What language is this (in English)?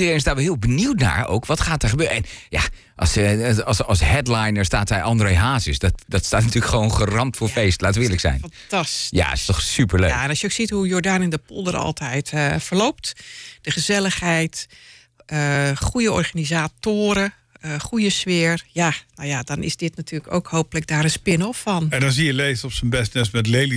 Dutch